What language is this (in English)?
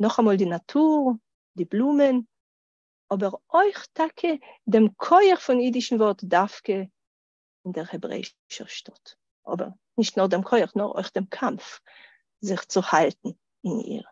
Yiddish